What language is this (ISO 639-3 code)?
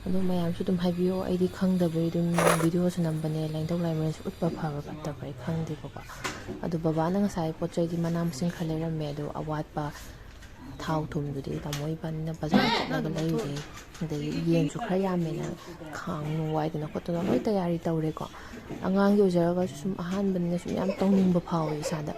mni